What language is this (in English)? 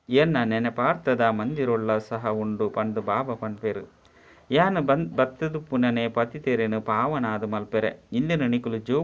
Tulu